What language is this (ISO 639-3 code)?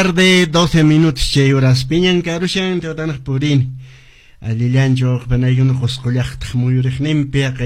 que